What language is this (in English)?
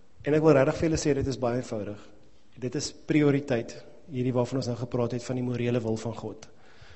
Afrikaans